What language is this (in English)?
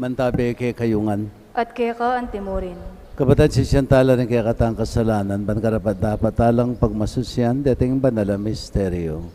Pampanga